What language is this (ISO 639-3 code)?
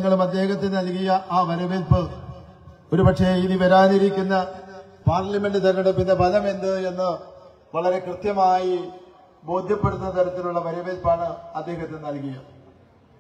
mal